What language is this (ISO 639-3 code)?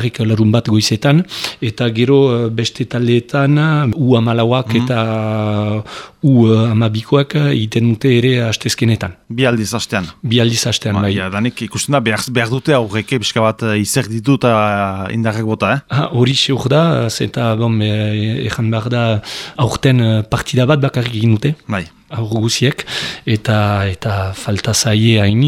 eus